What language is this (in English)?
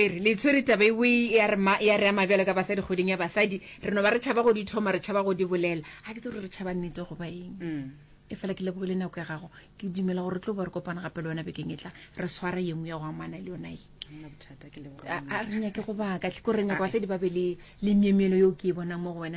Northern Sotho